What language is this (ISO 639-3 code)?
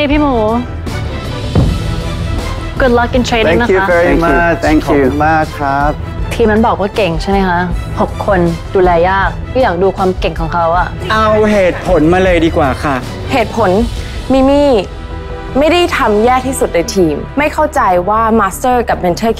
tha